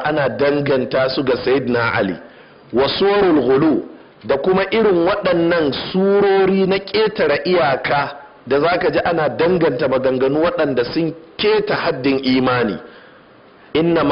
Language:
Hausa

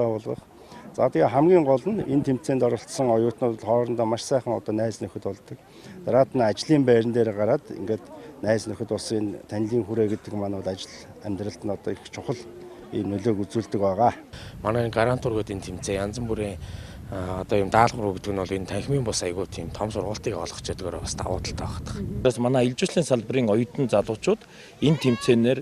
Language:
Mongolian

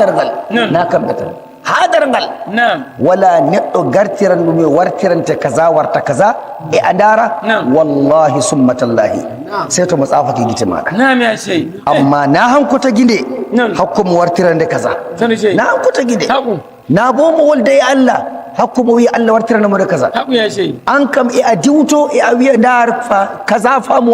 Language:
Nigerian Fulfulde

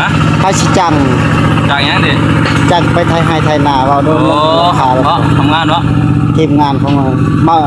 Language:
Northeastern Thai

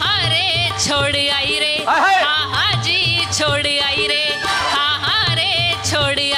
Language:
Hindi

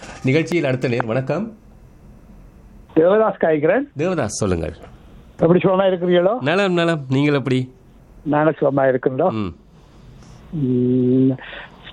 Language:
Tamil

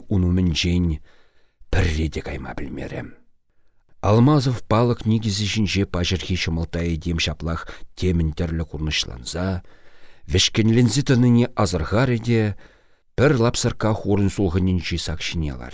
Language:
Chuvash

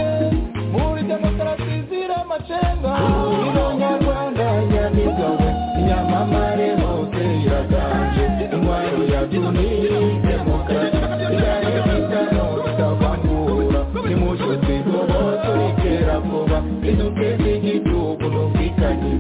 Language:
Kinyarwanda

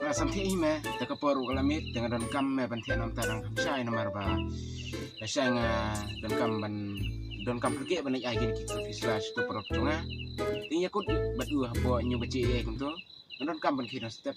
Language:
Khasi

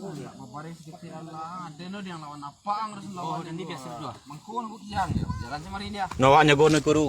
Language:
Minangkabau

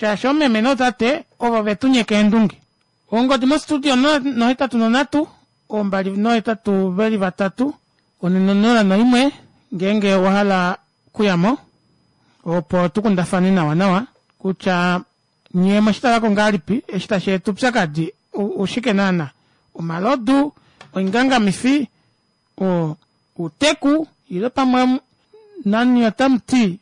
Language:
Kuanyama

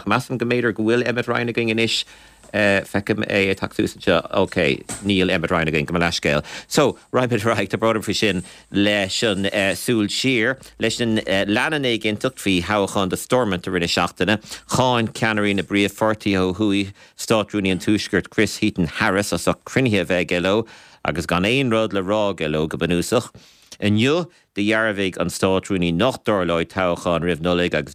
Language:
Irish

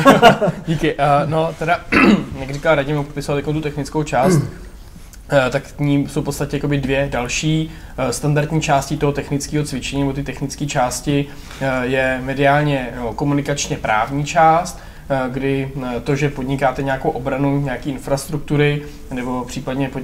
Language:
Czech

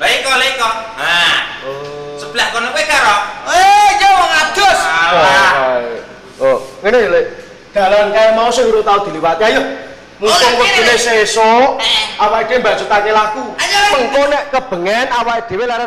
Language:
Javanese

